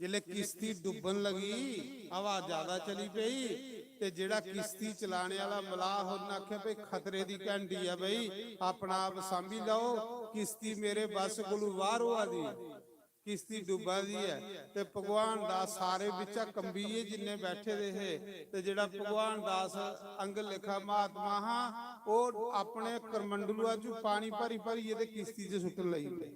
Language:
Dogri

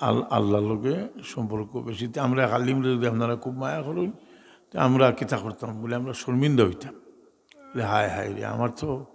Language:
Sylheti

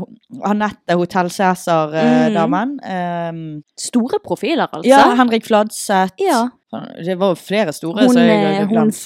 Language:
Norwegian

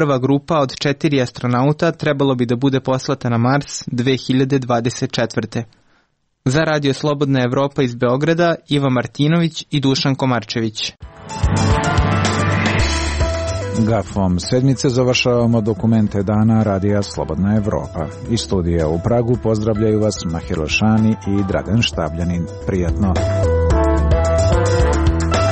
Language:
Serbian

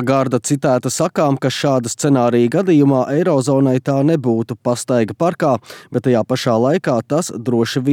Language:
Latvian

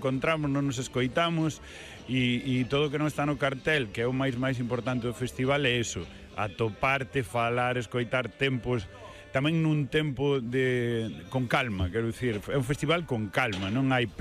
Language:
Galician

